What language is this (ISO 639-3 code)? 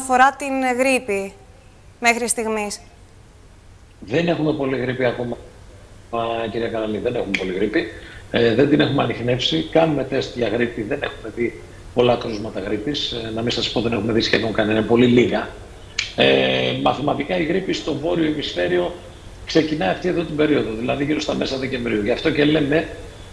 ell